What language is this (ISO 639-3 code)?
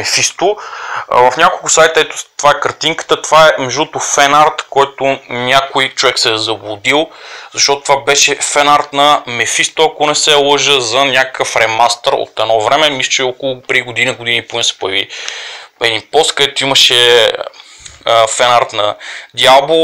bul